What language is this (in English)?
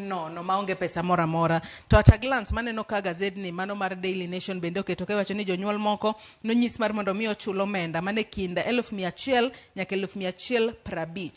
Luo (Kenya and Tanzania)